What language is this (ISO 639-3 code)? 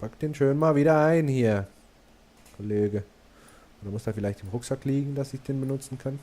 gsw